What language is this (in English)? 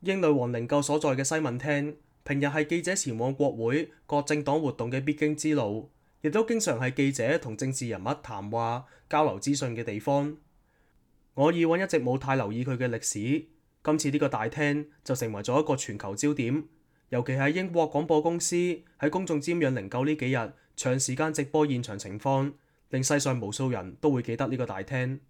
Cantonese